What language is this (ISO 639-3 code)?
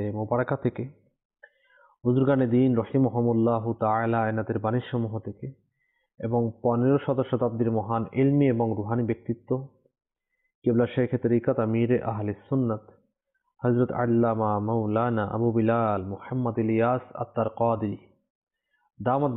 ben